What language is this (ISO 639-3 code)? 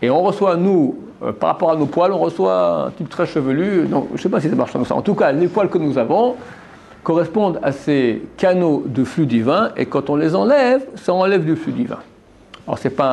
fra